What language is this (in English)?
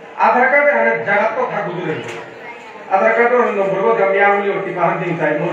Bishnupriya